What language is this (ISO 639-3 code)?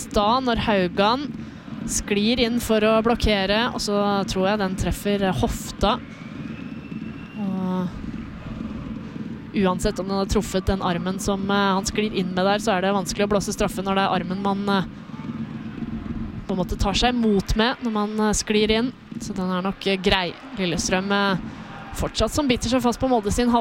nor